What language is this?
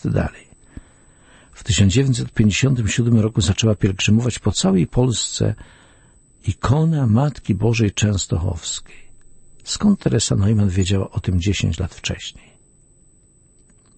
Polish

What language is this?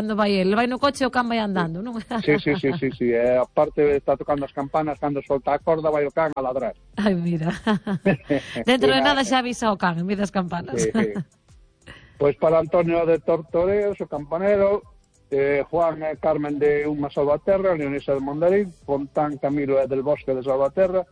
Galician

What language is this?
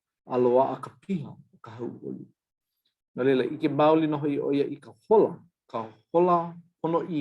Hawaiian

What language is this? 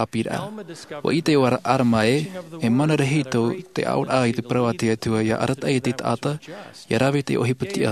Tahitian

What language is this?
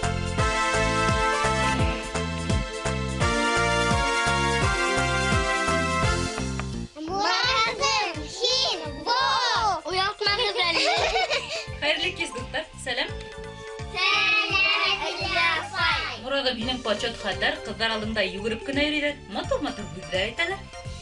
Bashkir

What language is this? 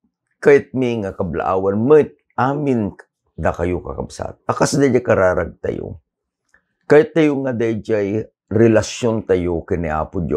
Iloko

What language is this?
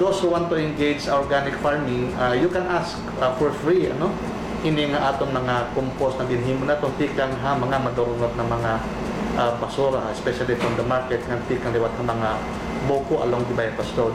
Waray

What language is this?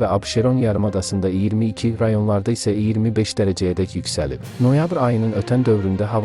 Azerbaijani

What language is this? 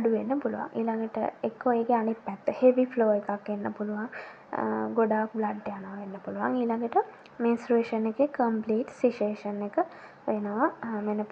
Sinhala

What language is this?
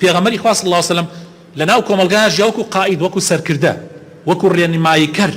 Central Kurdish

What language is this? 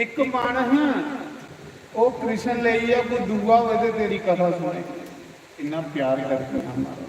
Dogri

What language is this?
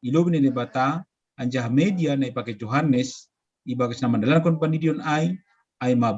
Batak Simalungun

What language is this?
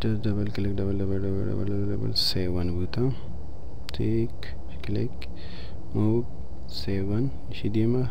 Baluchi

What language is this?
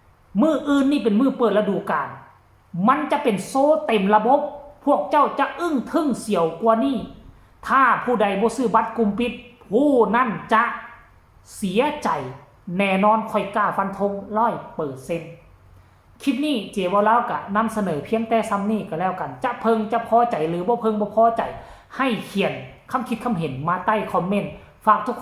Northeastern Thai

